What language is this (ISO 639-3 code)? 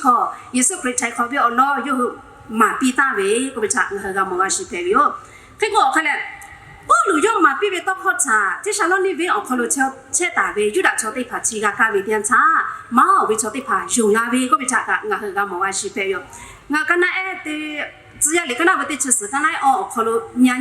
lhu